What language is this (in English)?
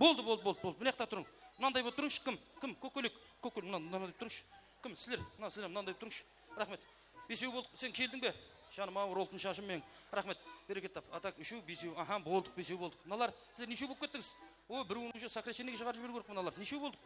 Kara-Kalpak